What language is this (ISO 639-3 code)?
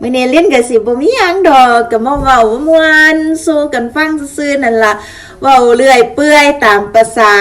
lao